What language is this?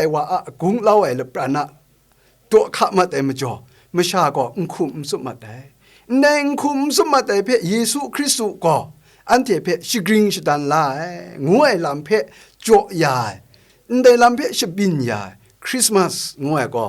Kachin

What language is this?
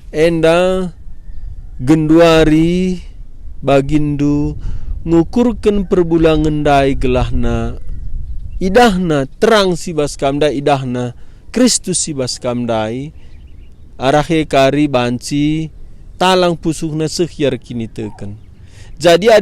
Batak Karo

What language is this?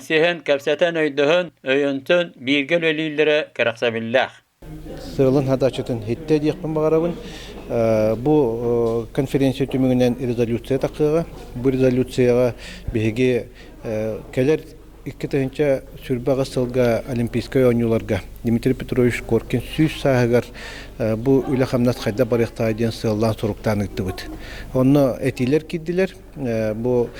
Yakut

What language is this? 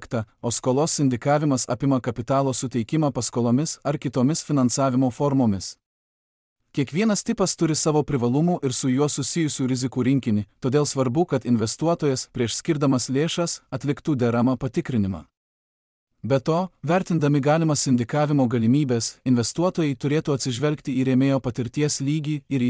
Lithuanian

